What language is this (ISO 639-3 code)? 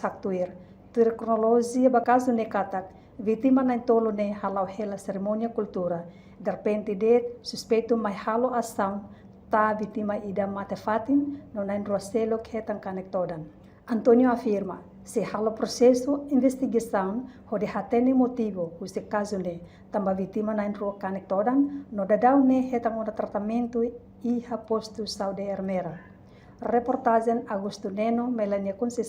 tet